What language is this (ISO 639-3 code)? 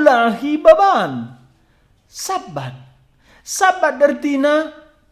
btx